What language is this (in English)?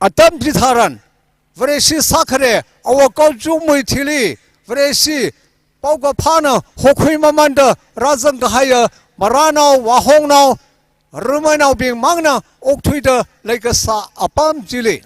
Tangkhul Naga (India)